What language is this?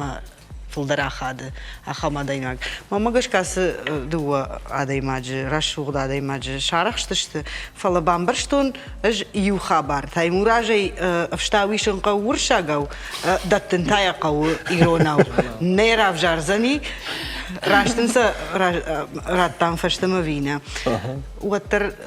Ossetic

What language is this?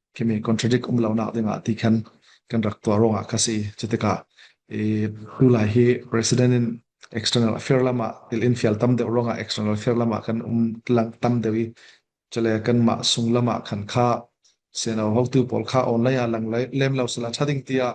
Falam Chin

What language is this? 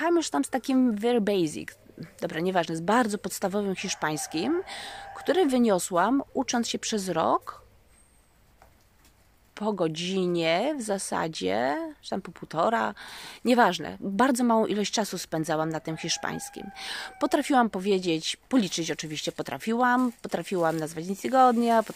Polish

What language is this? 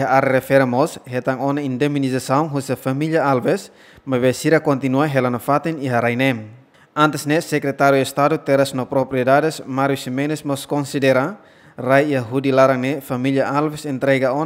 Tetum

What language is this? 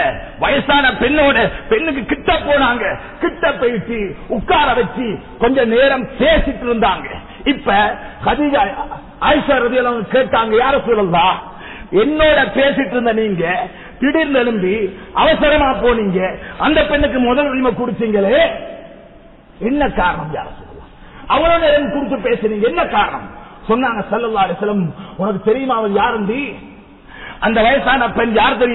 Tamil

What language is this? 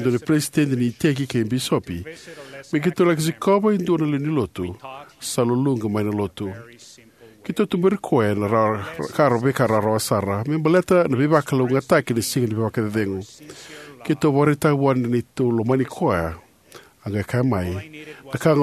Fijian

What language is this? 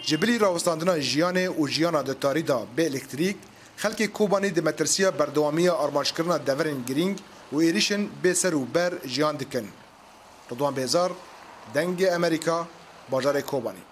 Kurdish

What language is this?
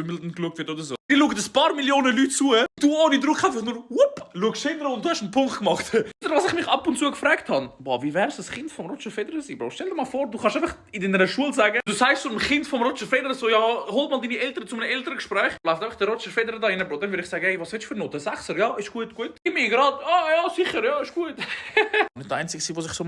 Swiss German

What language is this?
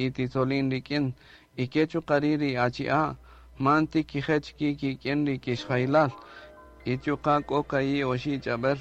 Kaqchikel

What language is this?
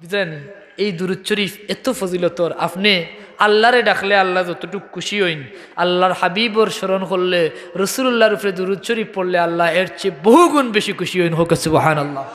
Sylheti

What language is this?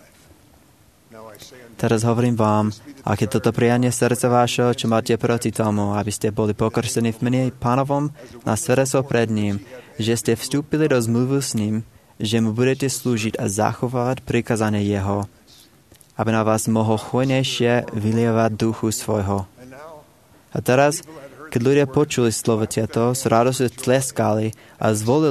Slovak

